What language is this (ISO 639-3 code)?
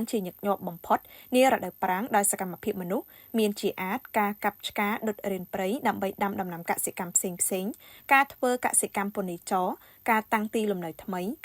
khm